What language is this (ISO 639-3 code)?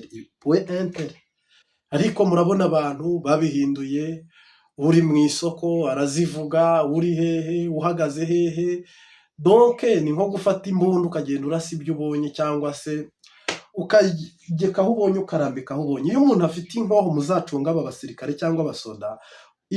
kin